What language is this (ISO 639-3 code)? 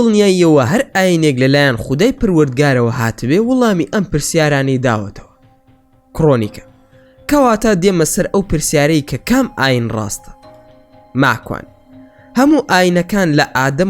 ckb